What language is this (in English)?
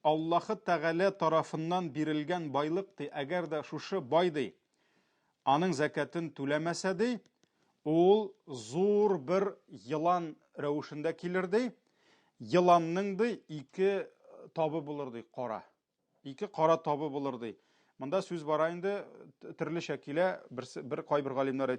Tatar